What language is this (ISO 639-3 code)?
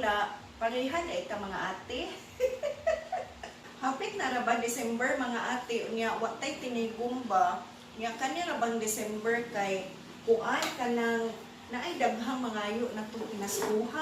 ceb